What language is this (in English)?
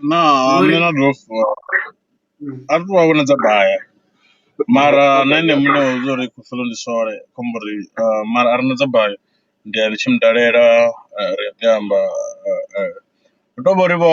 Venda